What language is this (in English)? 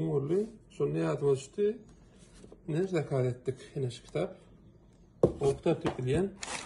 Turkmen